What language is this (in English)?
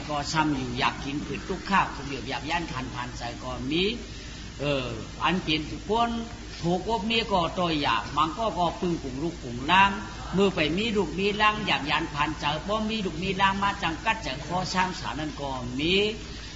Shan